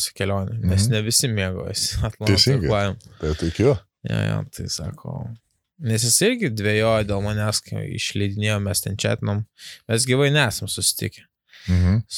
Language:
Lithuanian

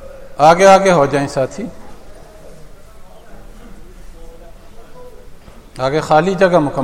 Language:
Urdu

